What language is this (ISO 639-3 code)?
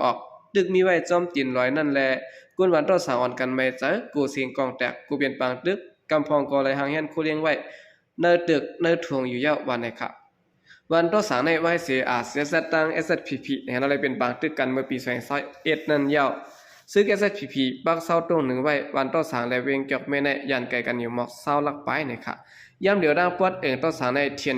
shn